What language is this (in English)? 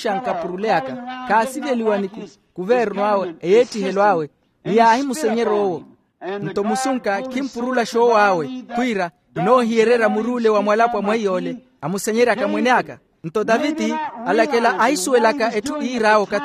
Makhuwa